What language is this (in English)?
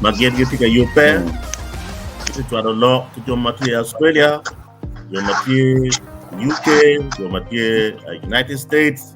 Acoli